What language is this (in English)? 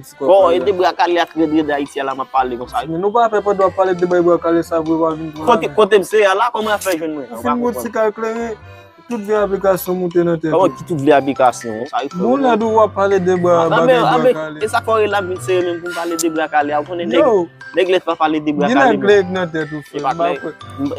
Haitian Creole